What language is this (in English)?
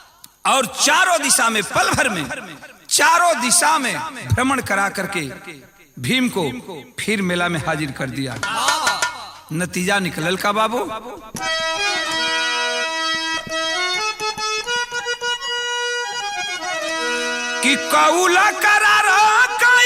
Bhojpuri